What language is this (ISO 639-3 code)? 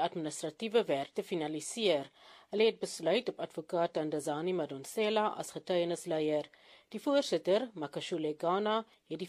afr